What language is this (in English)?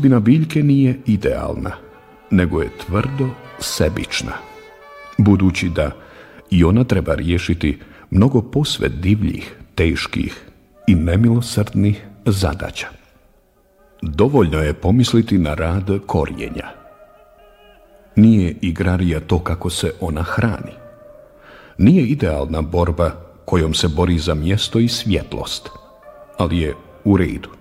Bosnian